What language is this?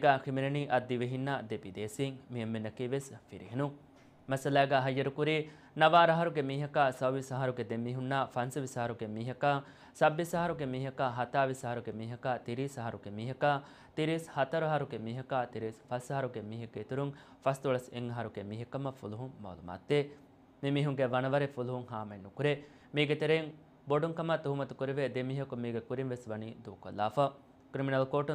Divehi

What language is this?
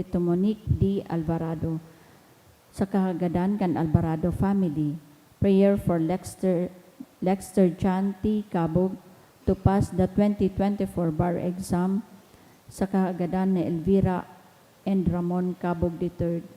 Bikol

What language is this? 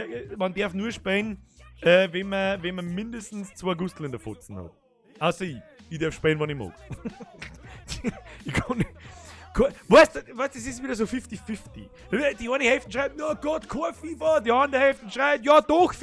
Bavarian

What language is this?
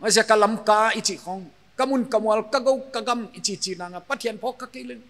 Paite Chin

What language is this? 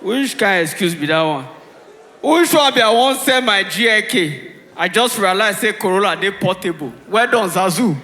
Nigerian Pidgin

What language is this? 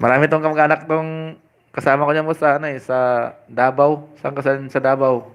Hiligaynon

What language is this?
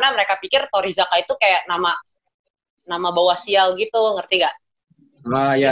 Indonesian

